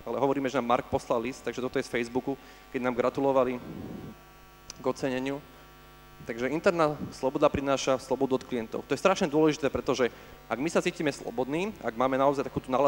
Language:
Slovak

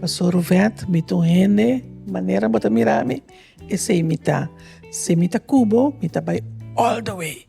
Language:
Papiamento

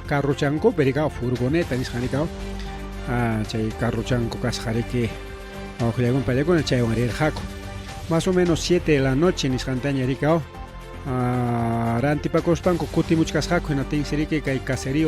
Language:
Ayacucho Quechua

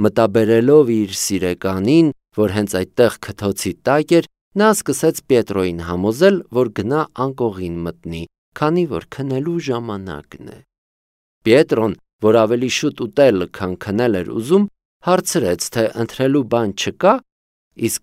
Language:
Armenian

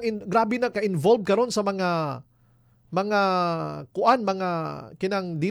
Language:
Cebuano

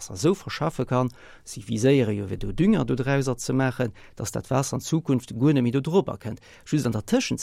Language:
Luxembourgish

